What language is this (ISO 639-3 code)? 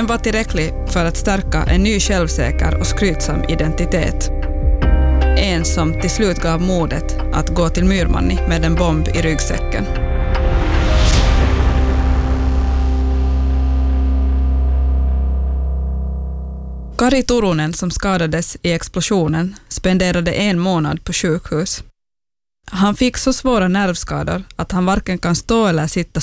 swe